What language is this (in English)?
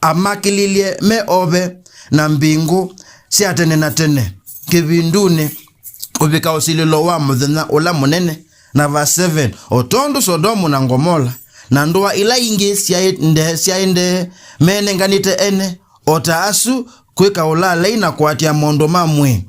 Kamba